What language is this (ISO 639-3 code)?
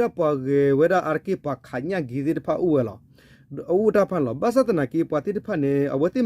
ksw